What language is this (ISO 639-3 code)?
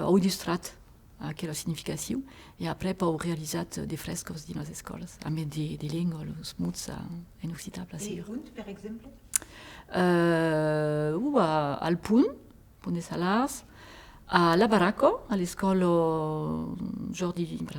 oci